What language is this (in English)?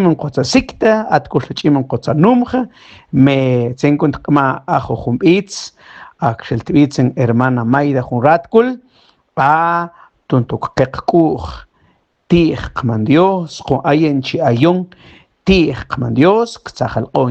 Mam